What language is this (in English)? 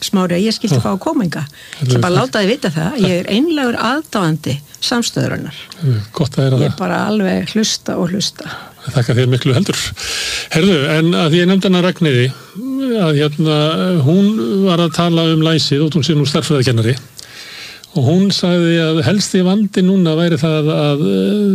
Icelandic